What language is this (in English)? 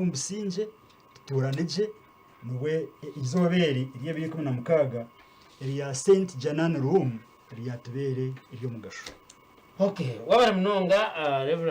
Nyankole